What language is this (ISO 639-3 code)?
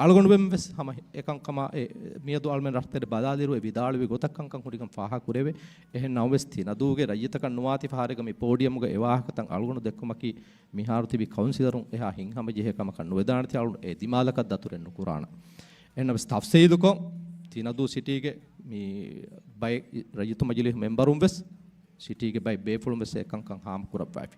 div